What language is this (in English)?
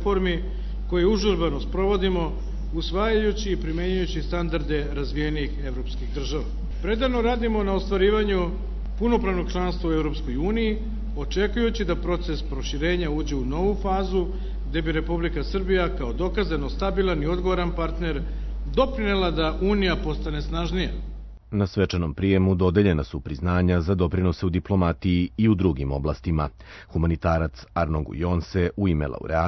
Serbian